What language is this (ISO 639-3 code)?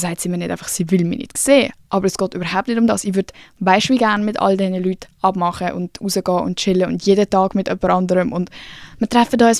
gsw